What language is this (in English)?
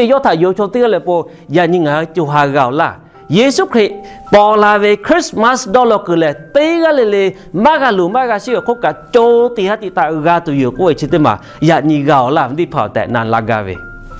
Lahu